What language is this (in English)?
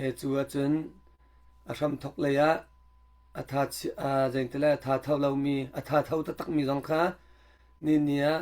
Hakha Chin